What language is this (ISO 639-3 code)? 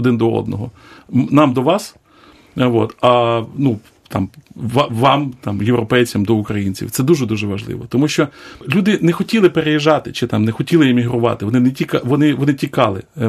ukr